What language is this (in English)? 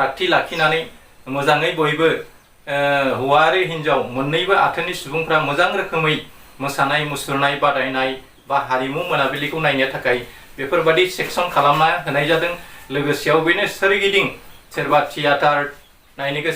Bodo